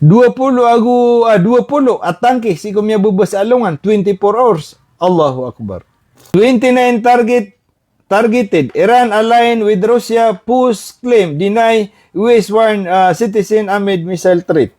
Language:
Maranao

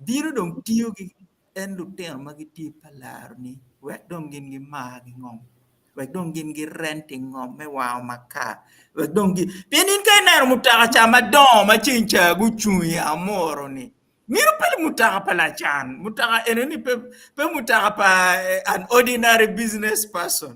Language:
Acoli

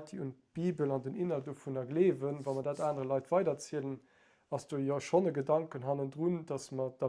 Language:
Luxembourgish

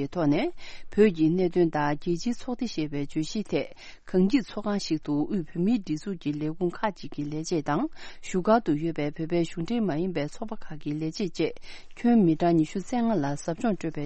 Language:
Tibetan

